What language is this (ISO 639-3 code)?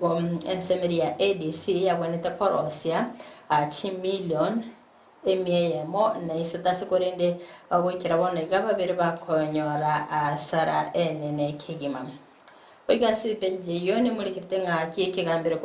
guz